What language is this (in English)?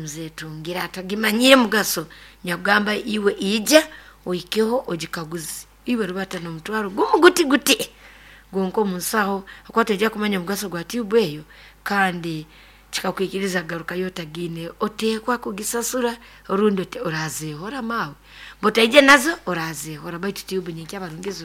Nyoro